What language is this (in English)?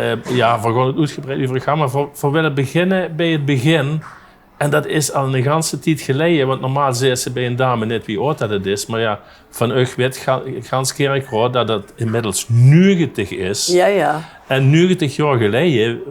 Limburgish